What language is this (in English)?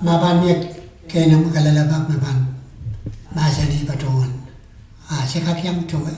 Pohnpeian